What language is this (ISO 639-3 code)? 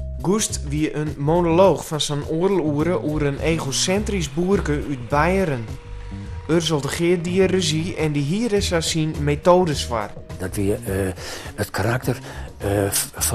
fry